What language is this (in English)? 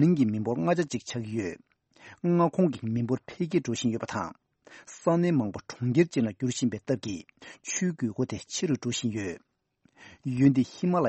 Tibetan